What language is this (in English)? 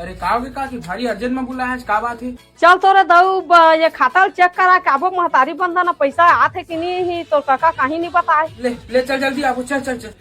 Chhattisgarhi